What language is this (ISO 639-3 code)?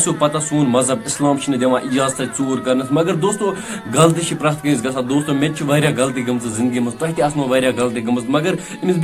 kas